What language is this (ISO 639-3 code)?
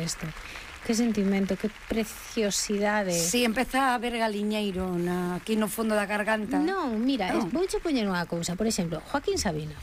glg